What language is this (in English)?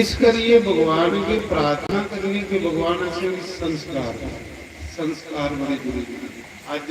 Dogri